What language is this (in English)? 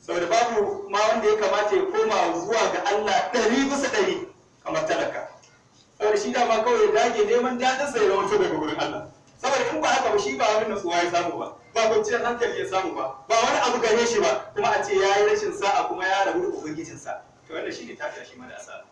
Hausa